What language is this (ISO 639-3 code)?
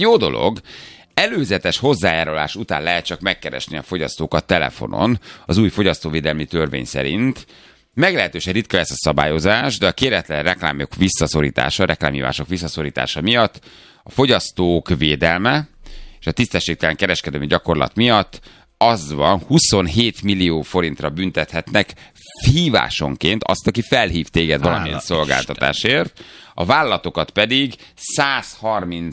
hun